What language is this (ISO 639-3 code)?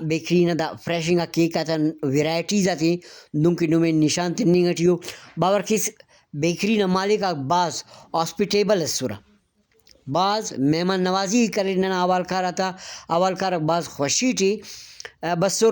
brh